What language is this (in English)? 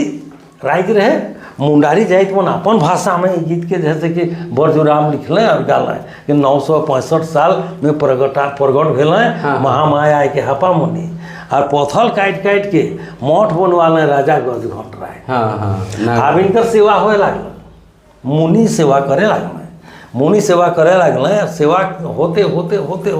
Sadri